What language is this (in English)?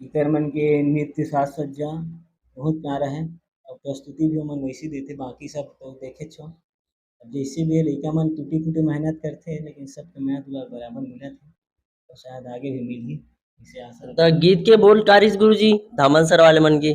Chhattisgarhi